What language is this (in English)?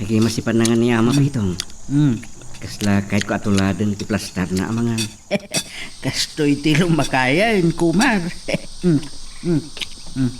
Iloko